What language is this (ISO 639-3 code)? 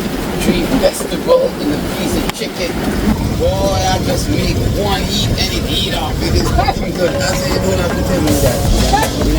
jam